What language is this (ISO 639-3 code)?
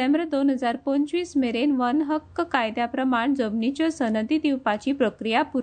kok